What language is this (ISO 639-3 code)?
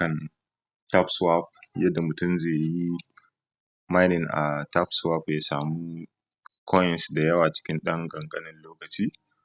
hau